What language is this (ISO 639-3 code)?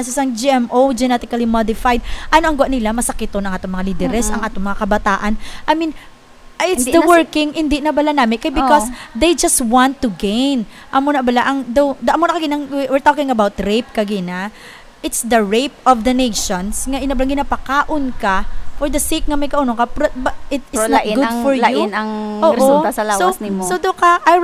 hil